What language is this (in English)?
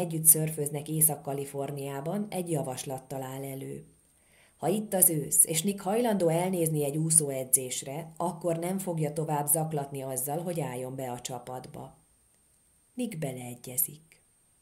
Hungarian